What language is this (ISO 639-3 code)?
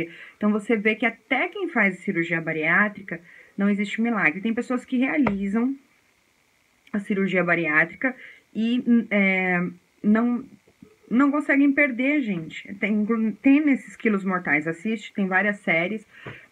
por